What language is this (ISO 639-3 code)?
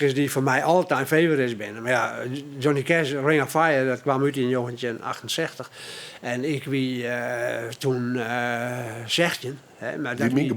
fry